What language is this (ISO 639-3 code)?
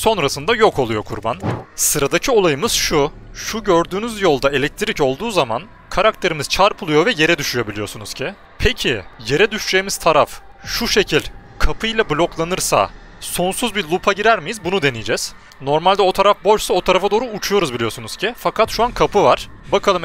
tur